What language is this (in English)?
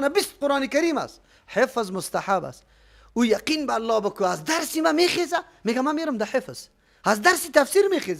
Persian